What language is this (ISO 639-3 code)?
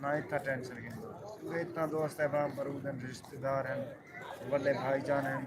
skr